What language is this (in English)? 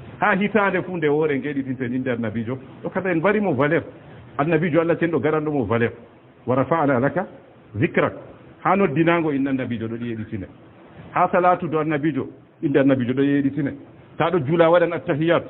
Fula